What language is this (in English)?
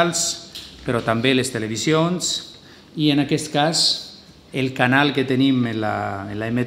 Catalan